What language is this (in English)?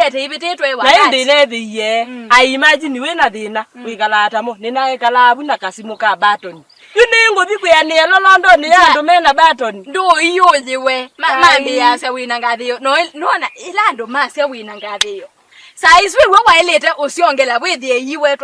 Kamba